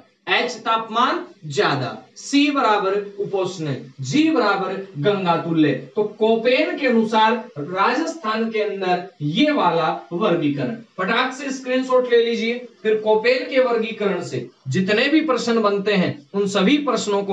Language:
Hindi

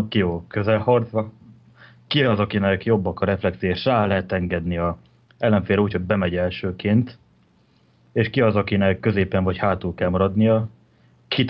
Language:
Hungarian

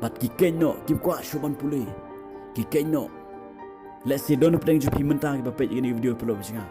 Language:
Khasi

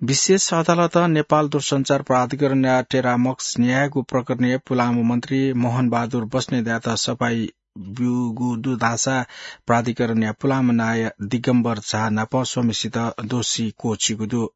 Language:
Newari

